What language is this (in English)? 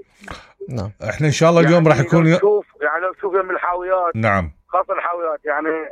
Mesopotamian Arabic